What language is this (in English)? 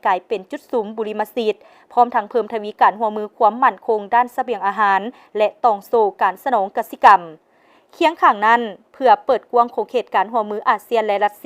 Lao